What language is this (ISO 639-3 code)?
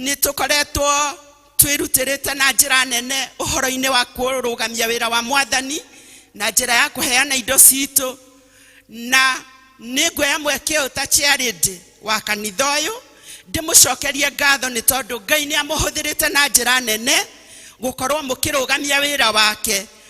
kik